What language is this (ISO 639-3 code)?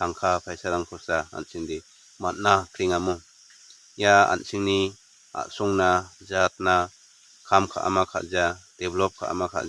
grt